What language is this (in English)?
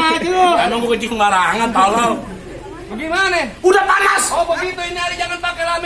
Betawi